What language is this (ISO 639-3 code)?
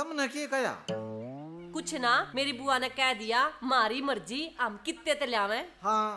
bgc